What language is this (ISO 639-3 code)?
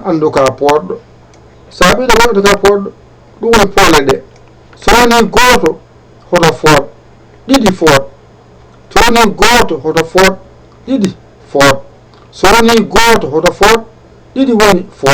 ful